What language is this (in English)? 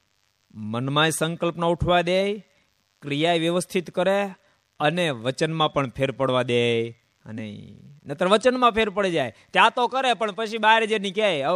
Gujarati